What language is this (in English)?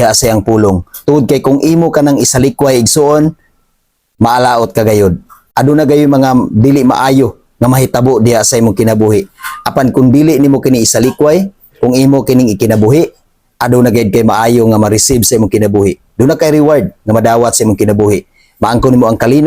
Cebuano